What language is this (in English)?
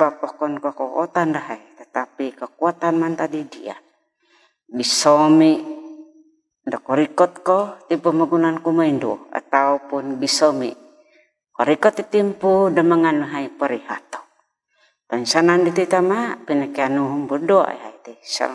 Central Dusun